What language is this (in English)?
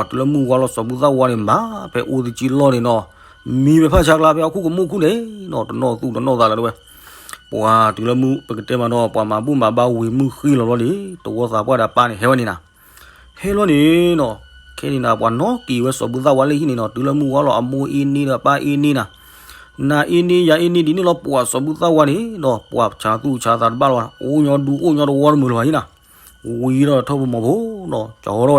S'gaw Karen